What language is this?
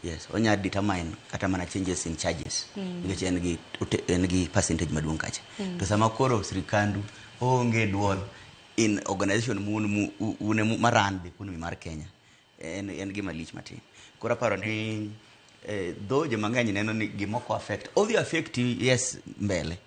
Luo (Kenya and Tanzania)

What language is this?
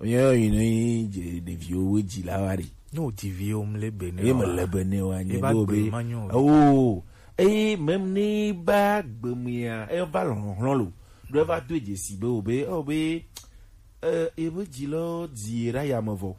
Gen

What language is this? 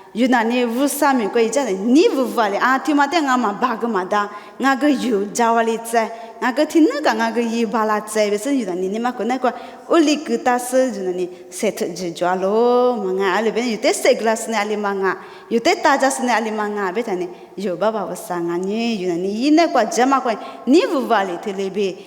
Lisu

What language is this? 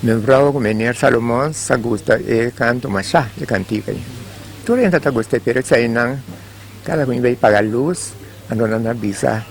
Papiamento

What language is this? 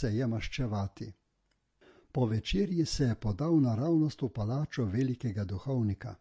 Slovenian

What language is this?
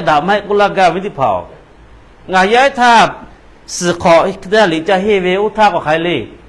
Lahu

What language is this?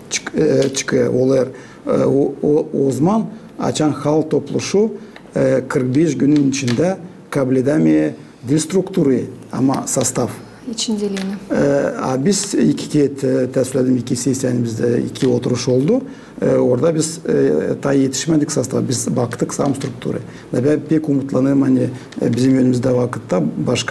Gagauz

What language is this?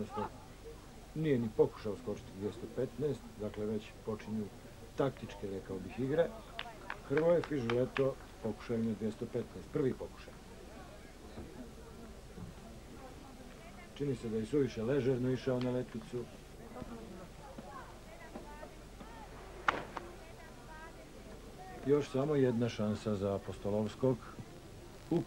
Croatian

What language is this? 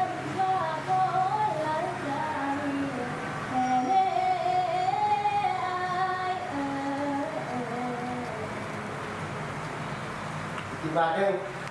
Lao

